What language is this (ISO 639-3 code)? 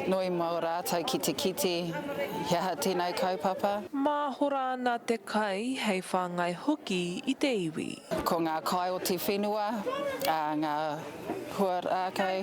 mri